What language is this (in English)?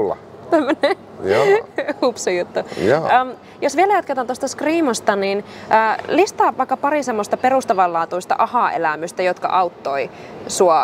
Finnish